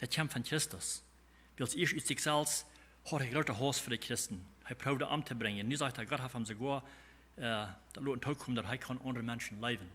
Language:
Plautdietsch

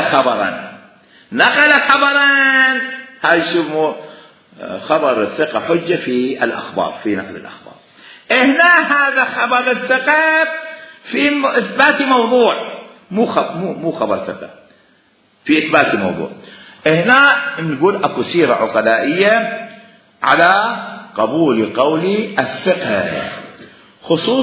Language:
Mesopotamian Arabic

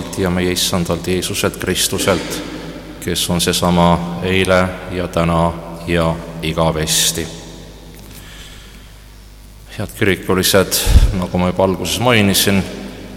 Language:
Estonian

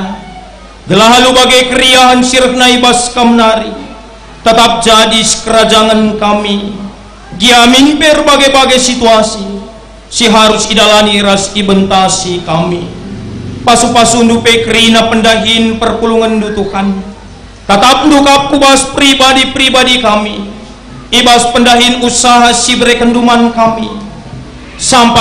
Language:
Batak Karo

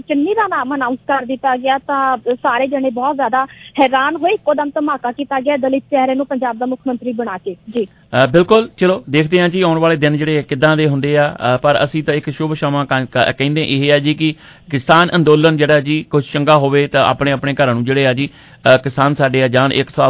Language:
Punjabi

